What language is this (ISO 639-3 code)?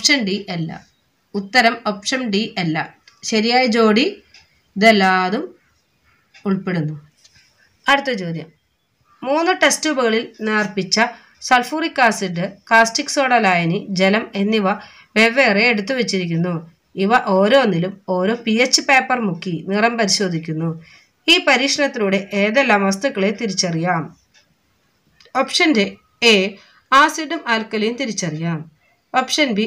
mal